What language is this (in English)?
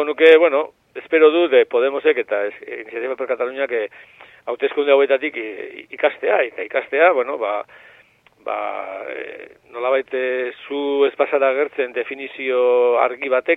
Basque